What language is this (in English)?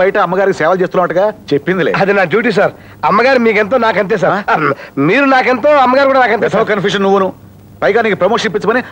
Telugu